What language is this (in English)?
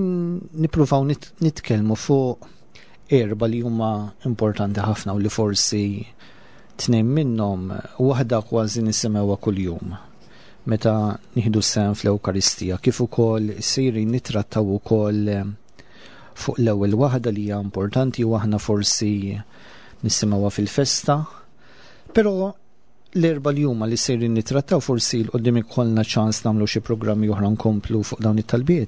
Maltese